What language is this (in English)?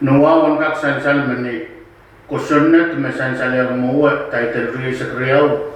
Pohnpeian